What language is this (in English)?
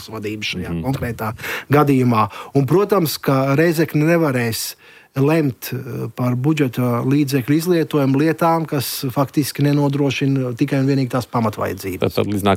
Latvian